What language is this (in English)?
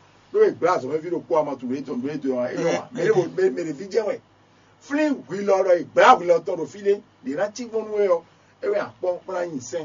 Fon